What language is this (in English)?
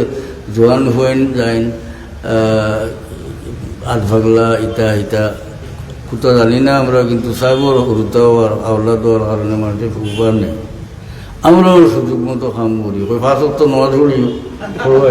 Sylheti